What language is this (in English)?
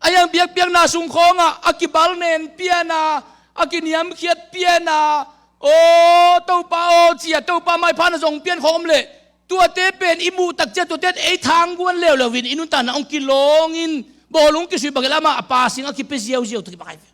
Tedim Chin